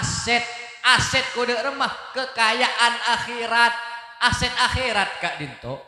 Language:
Madurese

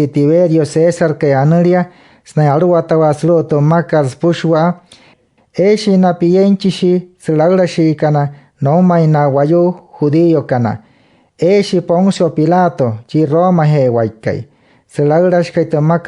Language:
Wayuu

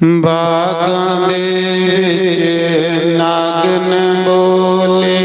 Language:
Dogri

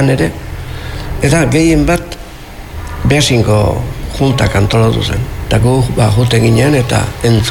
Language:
Basque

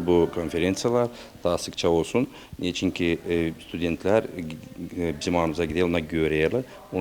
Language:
Gagauz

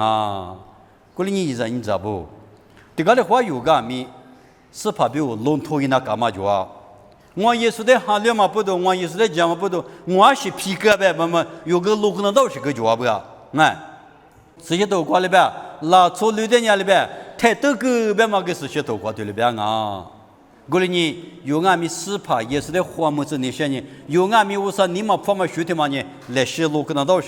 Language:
Lisu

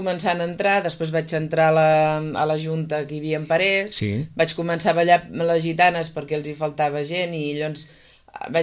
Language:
Catalan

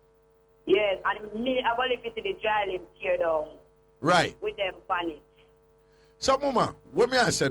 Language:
Jamaican Creole English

